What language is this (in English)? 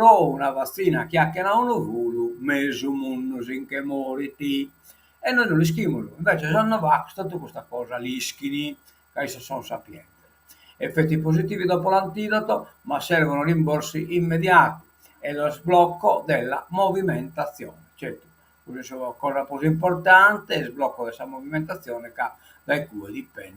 Sardinian